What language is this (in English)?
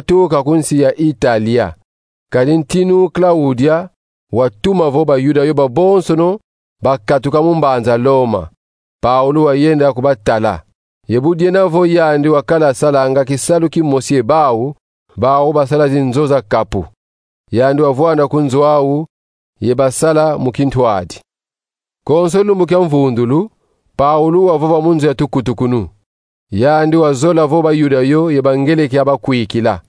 Kongo